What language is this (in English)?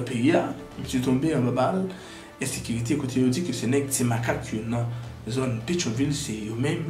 Haitian Creole